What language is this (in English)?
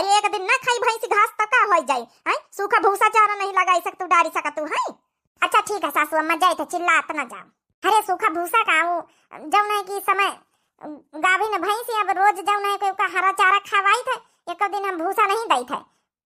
Awadhi